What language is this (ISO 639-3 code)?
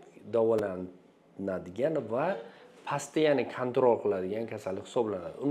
uzb